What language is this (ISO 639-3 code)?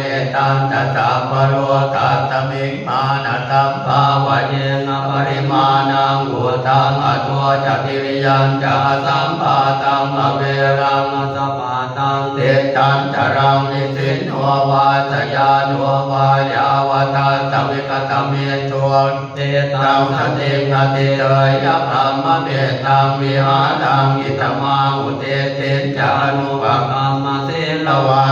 pli